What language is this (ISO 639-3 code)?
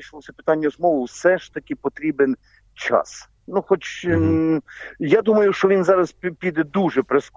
ukr